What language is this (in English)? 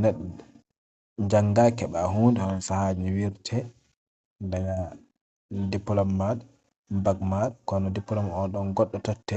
Fula